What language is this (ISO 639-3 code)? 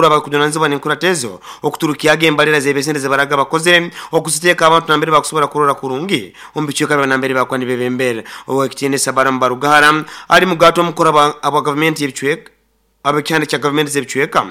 nyn